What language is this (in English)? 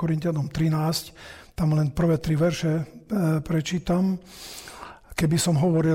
Slovak